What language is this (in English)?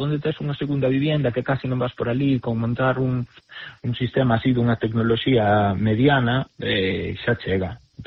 Galician